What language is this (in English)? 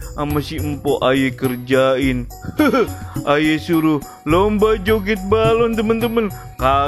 Betawi